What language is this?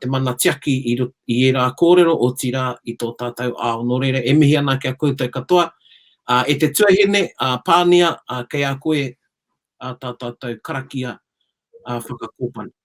Māori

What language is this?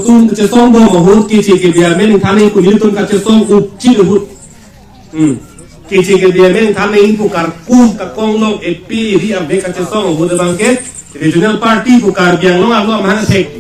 Karbi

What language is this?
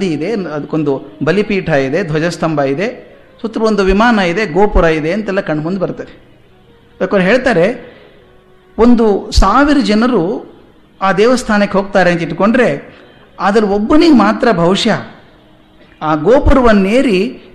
Kannada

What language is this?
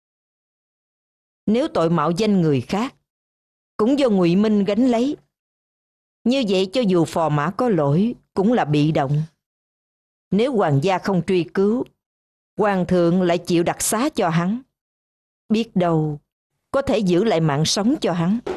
Vietnamese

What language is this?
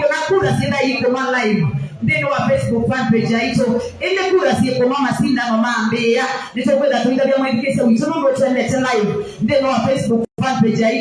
Kamba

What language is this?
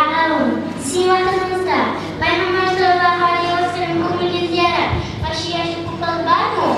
Kumyk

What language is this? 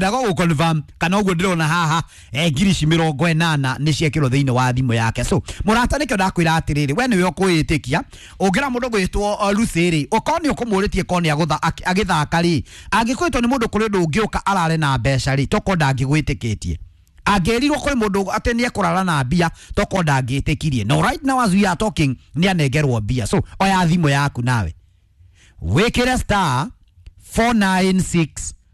Kikuyu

